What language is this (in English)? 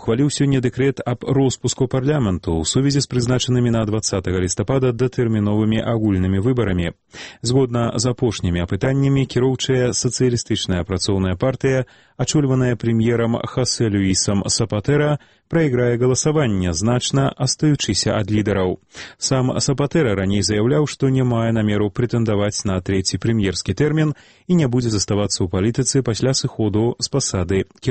Belarusian